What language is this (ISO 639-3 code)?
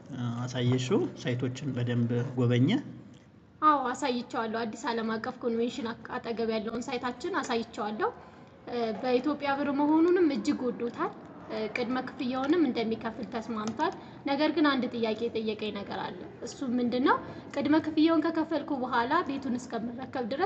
amh